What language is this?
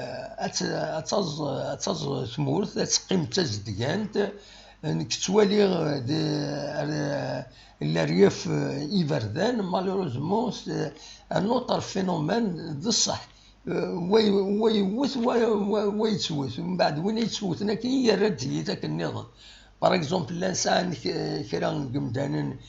Kabyle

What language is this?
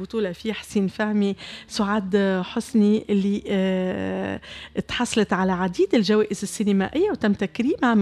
Tunisian Arabic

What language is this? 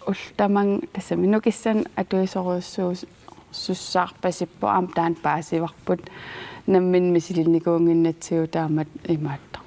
Kalaallisut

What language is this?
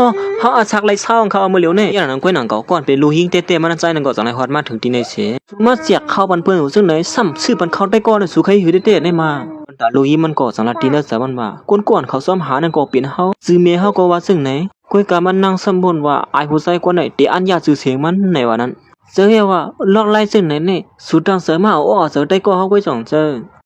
Shan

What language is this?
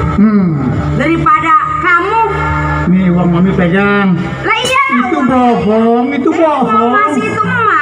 Betawi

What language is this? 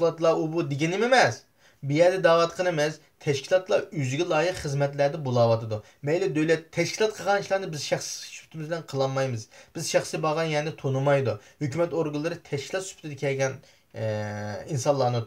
Uyghur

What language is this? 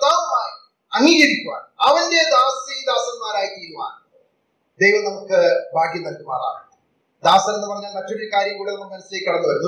Malayalam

